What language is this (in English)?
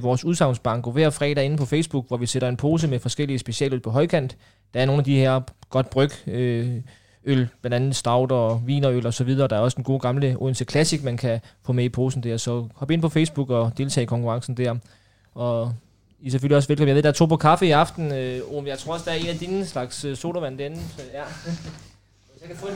Danish